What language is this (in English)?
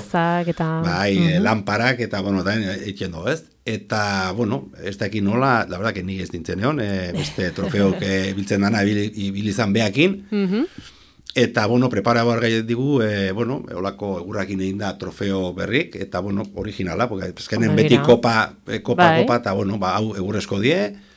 Basque